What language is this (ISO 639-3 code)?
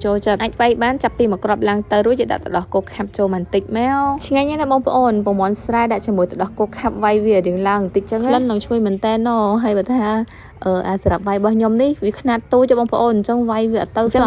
khm